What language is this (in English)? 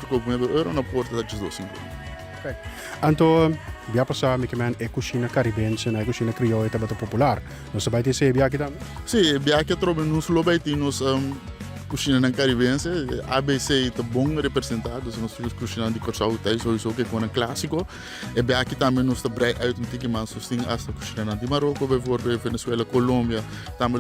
Papiamento